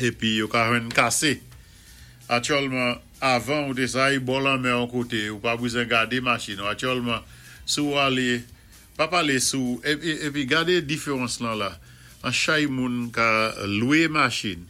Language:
Saint Lucian Creole French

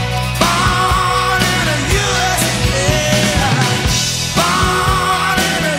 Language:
Afrikaans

